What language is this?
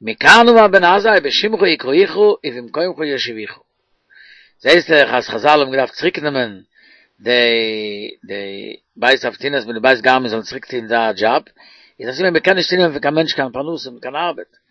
Yiddish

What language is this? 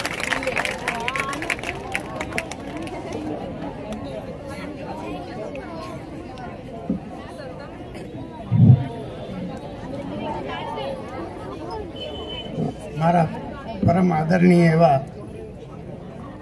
Gujarati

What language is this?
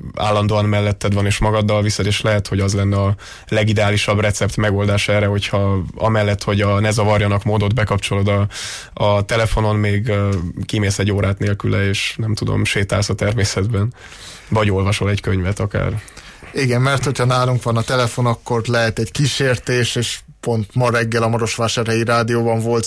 Hungarian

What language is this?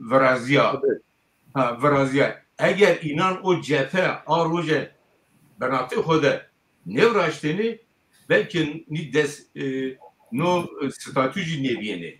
Zaza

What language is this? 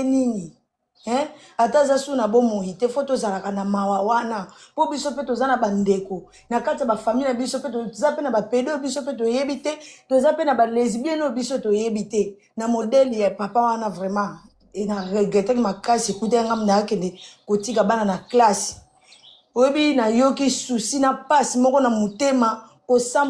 Lingala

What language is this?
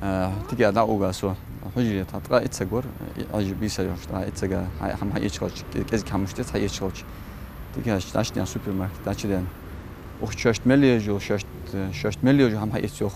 Ingush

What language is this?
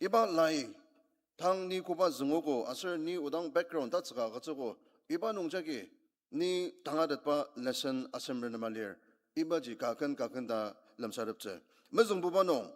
Ao Naga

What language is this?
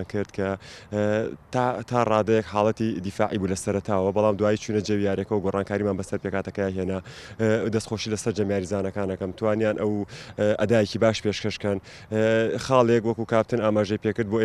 Central Kurdish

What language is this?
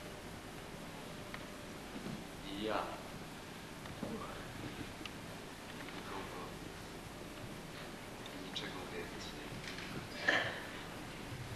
Polish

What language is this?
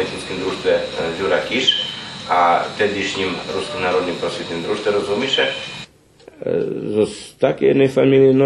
Rusyn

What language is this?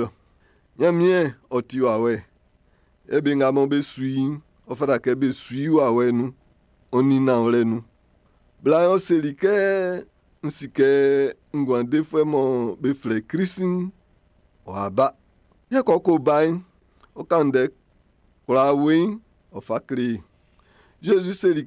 Baoulé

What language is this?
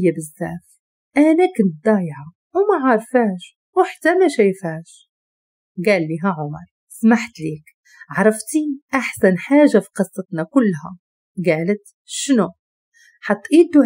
Moroccan Arabic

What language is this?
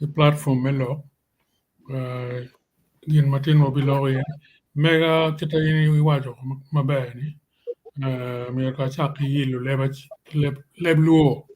Acoli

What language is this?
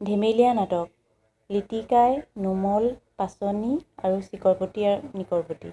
Assamese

